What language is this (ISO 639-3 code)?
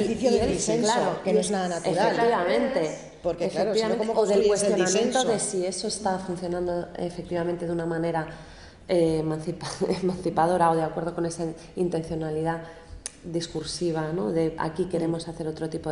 spa